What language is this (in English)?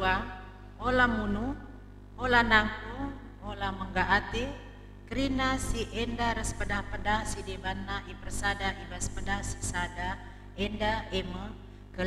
Batak Karo